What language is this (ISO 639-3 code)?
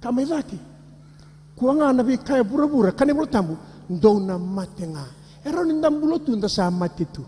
fij